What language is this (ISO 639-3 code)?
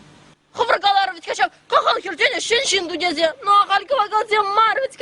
chv